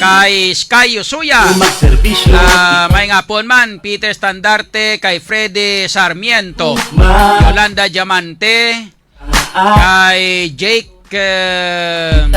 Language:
Hiligaynon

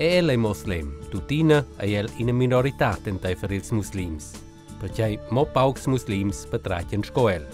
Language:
Romansh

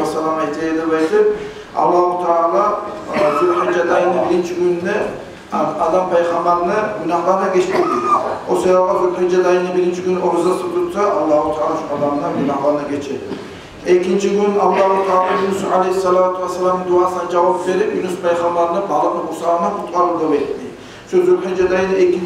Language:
Kumyk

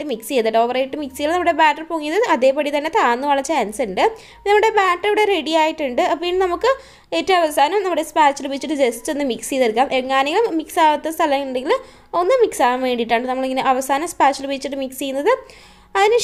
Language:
Malayalam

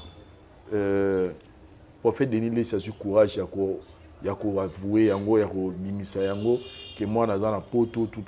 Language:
Lingala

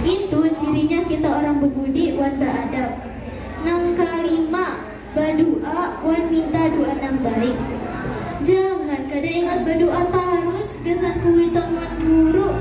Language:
Banjar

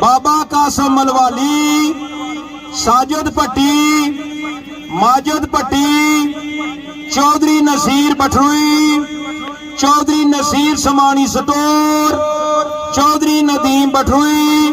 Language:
Pahari-Potwari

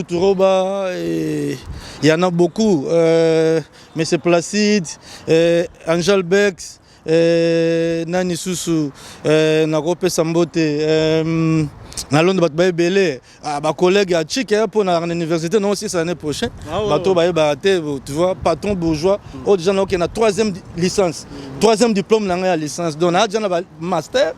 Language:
Lingala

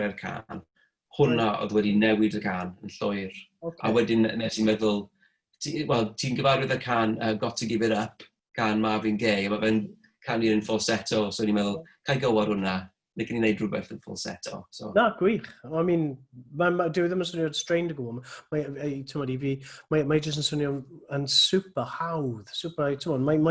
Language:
Welsh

